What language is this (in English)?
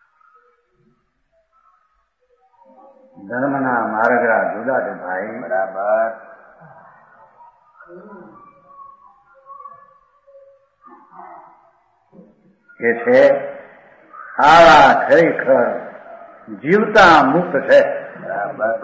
Gujarati